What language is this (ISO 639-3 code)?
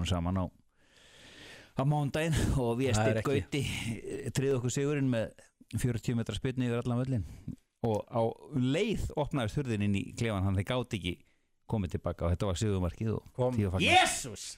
isl